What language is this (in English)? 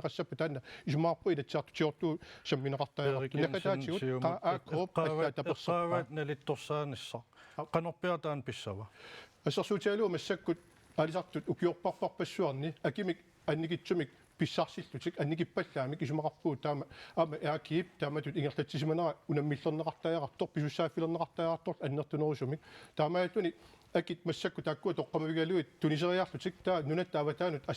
Kalaallisut